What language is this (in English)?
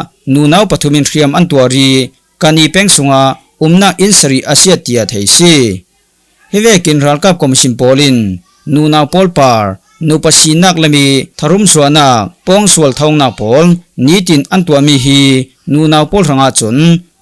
Falam Chin